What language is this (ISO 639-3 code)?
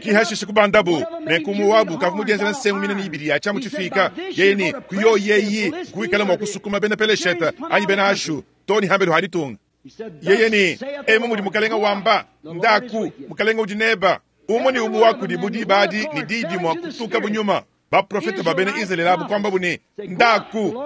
lua